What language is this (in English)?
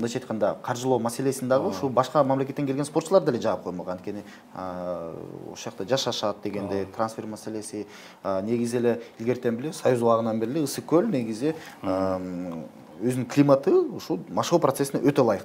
Kyrgyz